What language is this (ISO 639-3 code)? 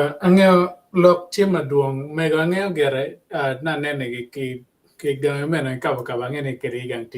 ach